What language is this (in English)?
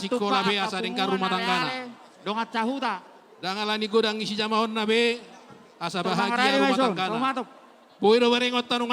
Batak Toba